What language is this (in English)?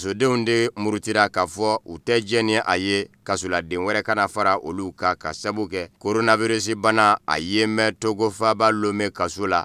Bambara